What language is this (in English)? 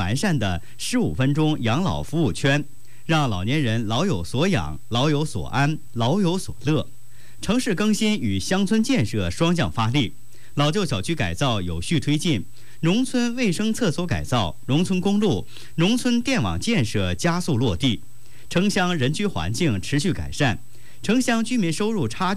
Chinese